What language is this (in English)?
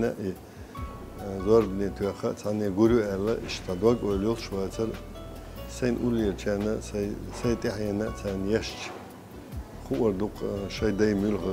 Chechen